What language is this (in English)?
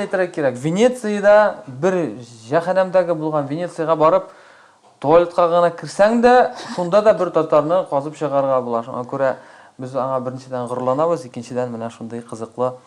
Tatar